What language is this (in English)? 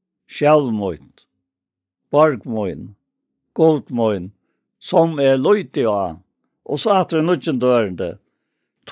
Faroese